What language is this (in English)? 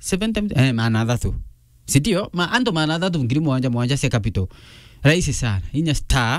Meru